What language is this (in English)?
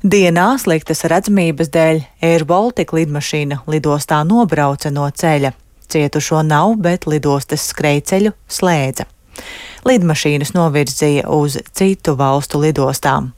Latvian